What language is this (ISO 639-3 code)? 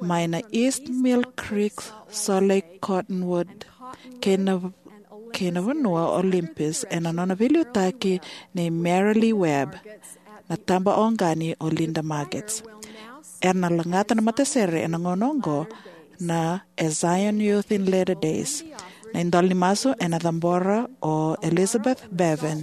fij